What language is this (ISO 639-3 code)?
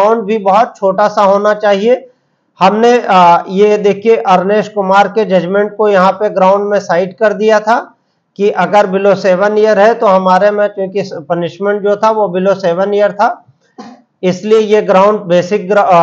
hin